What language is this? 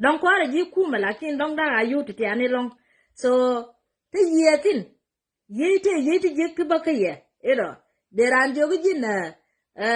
Nuer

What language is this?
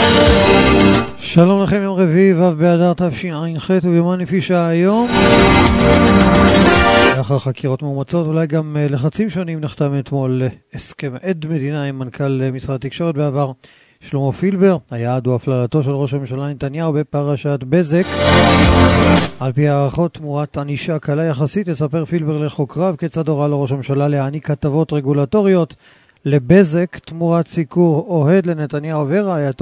Hebrew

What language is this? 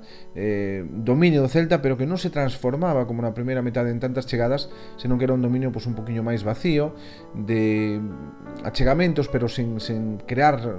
Galician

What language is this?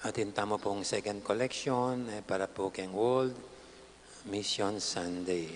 Pampanga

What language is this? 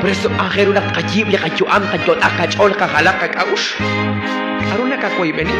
Kekchí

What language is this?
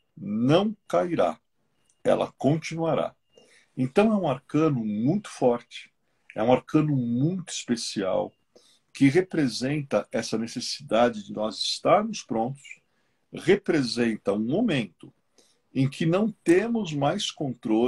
Portuguese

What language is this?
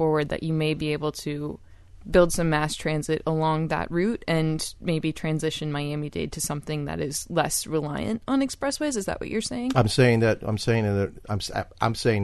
English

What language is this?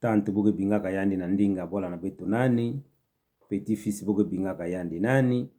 Kituba (Democratic Republic of Congo)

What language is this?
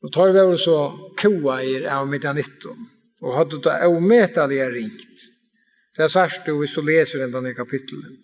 Faroese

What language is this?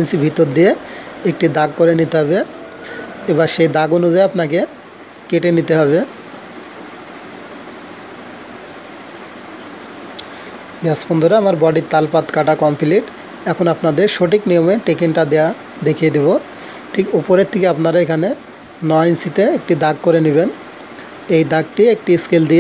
Bangla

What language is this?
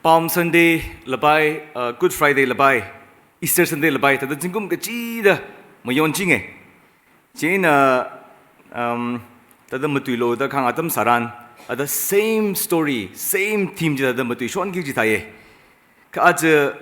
Tangkhul Naga (India)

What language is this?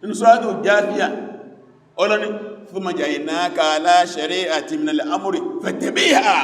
Yoruba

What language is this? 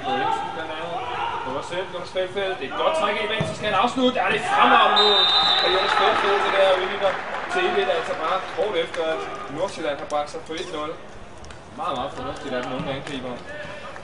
Danish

